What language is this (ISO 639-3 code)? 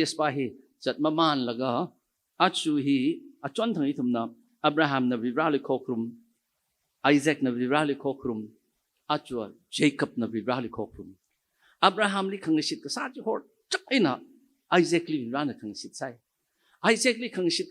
nmf